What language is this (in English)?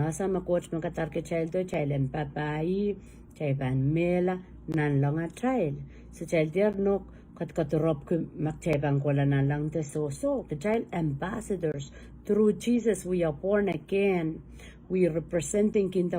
Pohnpeian